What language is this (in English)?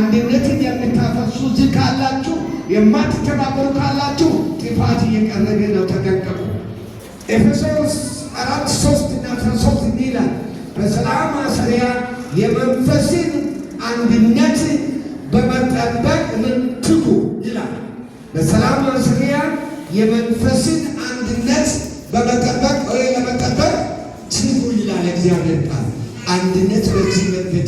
Amharic